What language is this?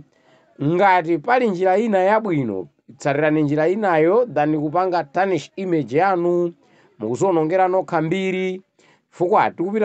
Nyanja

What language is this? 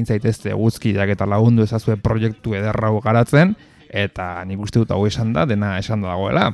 Basque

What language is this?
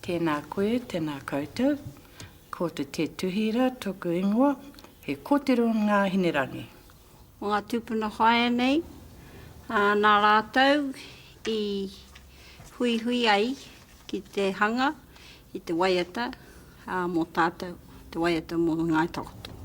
Māori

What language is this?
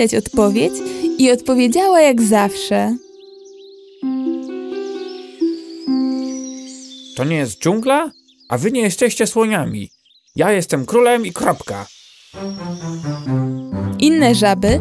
Polish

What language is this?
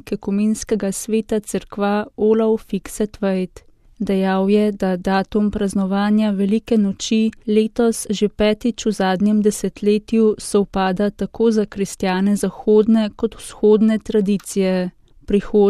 Slovenian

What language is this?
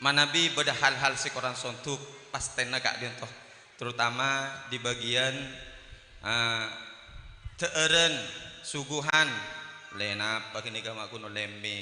Madurese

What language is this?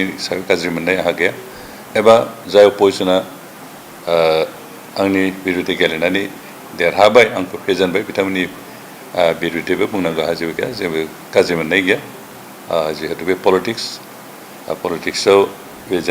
Bodo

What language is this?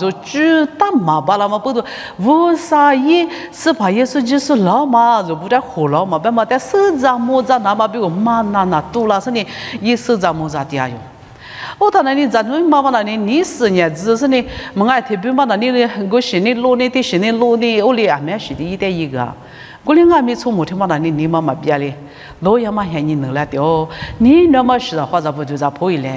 Lisu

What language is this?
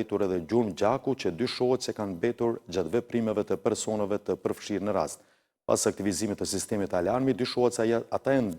Albanian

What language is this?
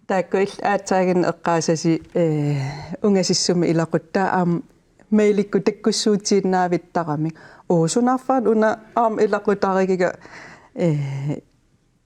Kalaallisut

